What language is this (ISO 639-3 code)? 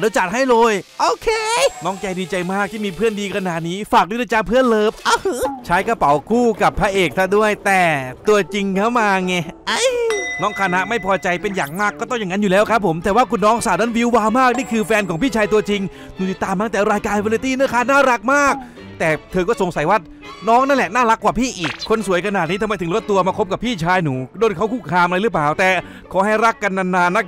tha